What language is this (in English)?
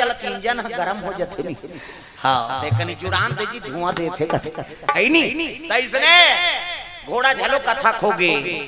Chhattisgarhi